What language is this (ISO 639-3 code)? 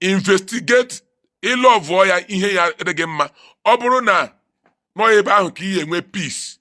ibo